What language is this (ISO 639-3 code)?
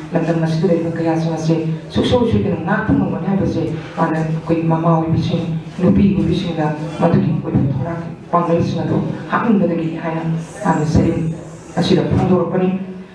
mni